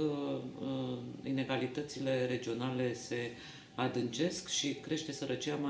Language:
Romanian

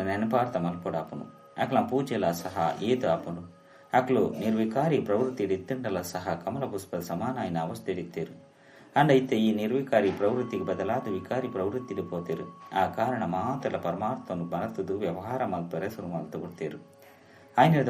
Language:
Tulu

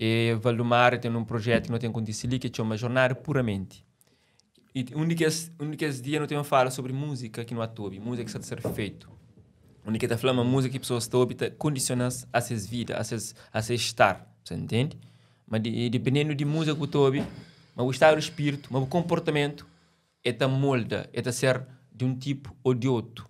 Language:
Kabuverdianu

